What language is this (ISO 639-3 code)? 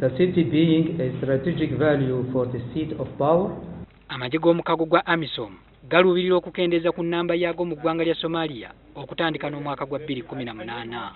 lug